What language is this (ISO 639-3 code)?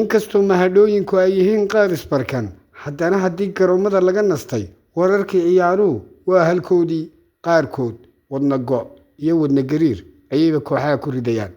som